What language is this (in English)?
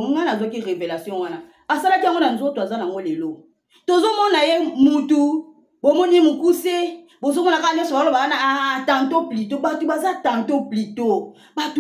Lingala